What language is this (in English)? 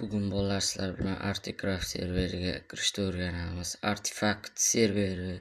Uzbek